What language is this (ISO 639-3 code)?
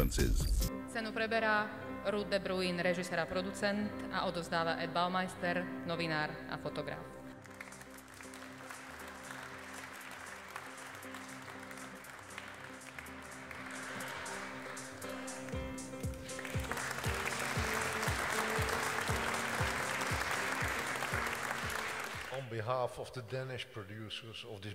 slk